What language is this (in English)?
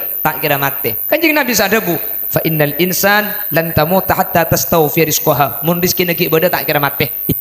Madurese